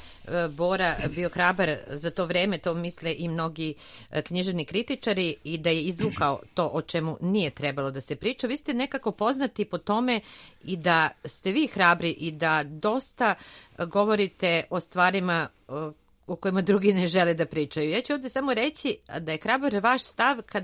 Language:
Serbian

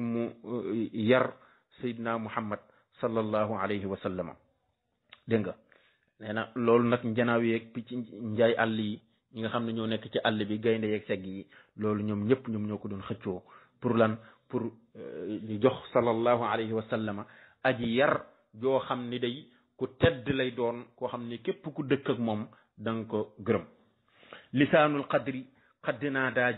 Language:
Wolof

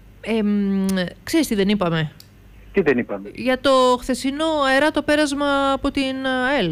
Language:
Greek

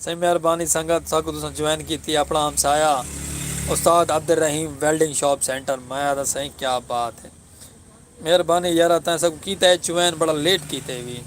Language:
Saraiki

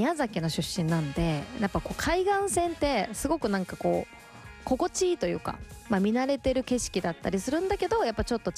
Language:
Japanese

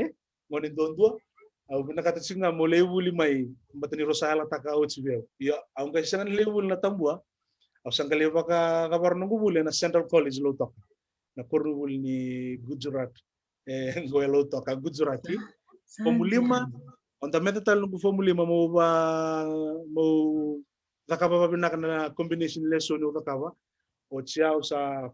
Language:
Fijian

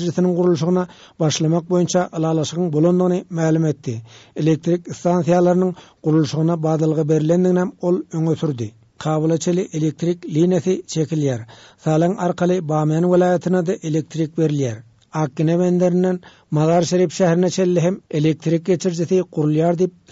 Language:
Turkmen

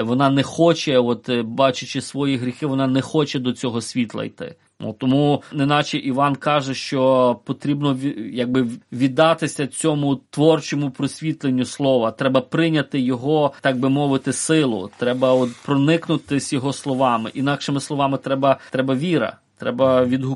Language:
Ukrainian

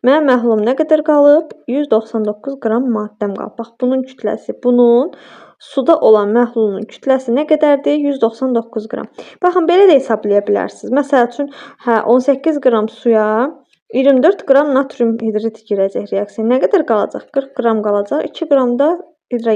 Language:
Azerbaijani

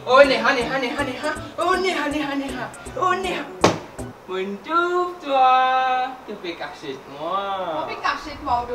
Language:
Morisyen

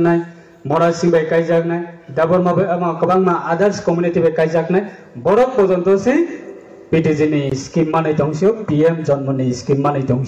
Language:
Riang (India)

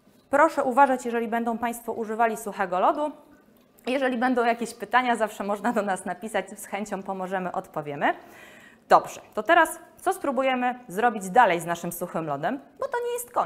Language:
Polish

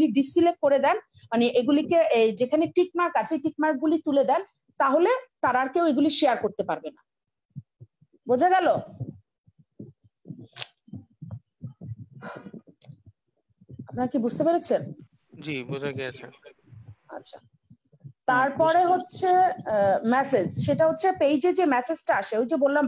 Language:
Bangla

